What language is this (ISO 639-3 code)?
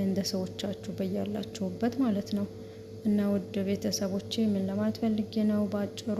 amh